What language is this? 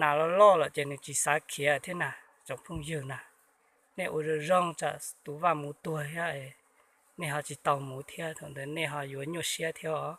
Hmong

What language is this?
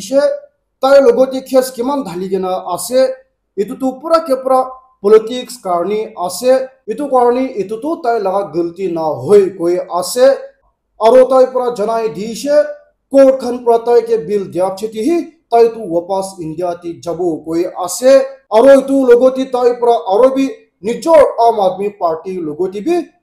Naga Pidgin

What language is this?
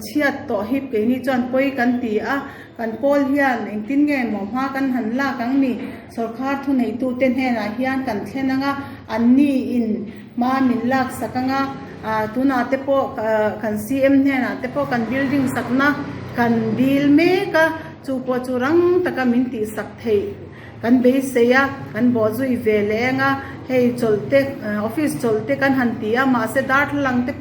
Mizo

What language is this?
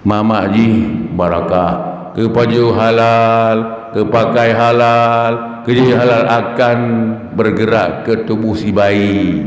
Achinese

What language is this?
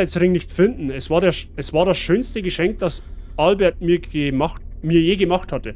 Bavarian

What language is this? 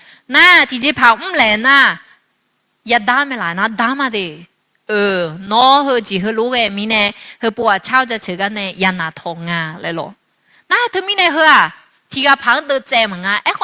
Akha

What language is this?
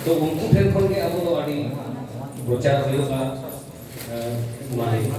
Santali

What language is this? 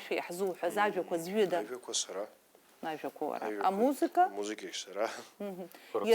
Abkhazian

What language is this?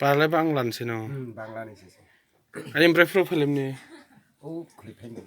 Kok Borok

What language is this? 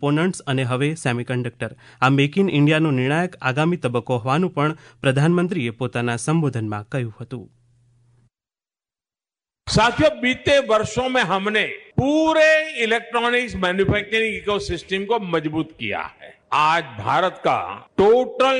Gujarati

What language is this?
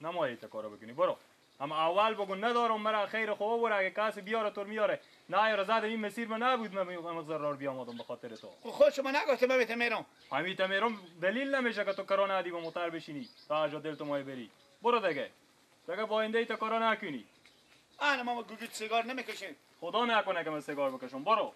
Persian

